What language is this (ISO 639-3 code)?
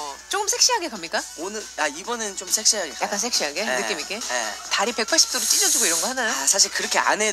kor